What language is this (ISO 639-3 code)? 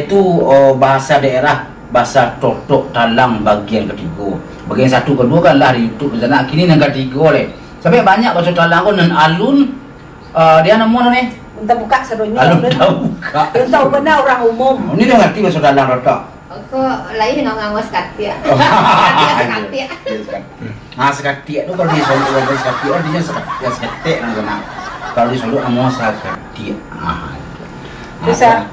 min